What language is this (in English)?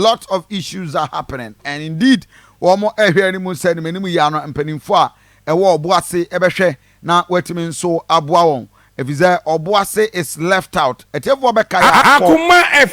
Akan